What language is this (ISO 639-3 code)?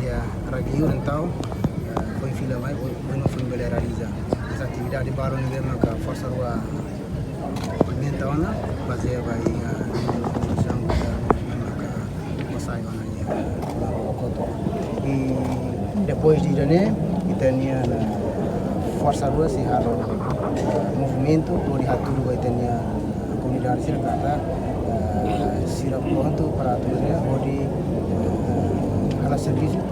tet